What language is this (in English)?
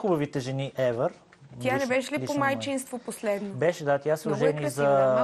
Bulgarian